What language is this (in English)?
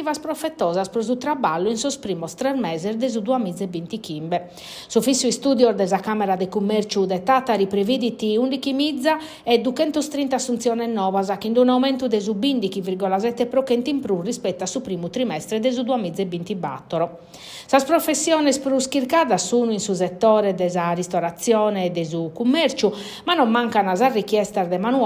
Sardinian